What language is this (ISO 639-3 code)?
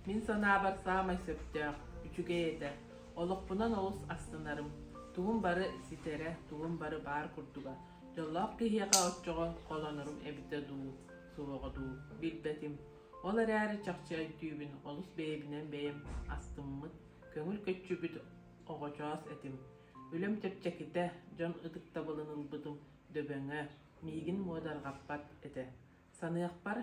sah